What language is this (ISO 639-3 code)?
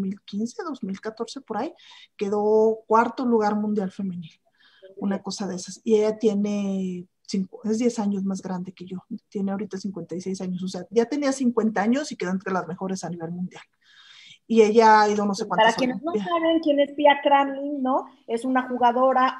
spa